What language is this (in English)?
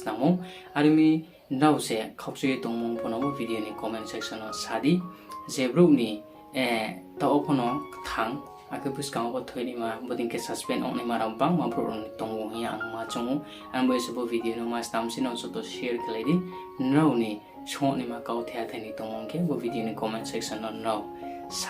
Riang (India)